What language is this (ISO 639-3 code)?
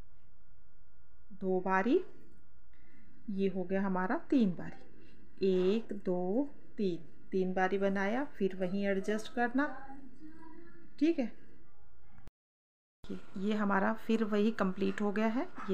hin